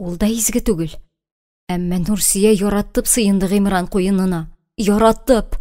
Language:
Tatar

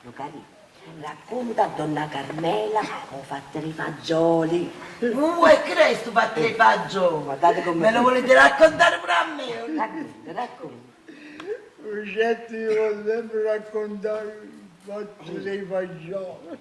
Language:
Neapolitan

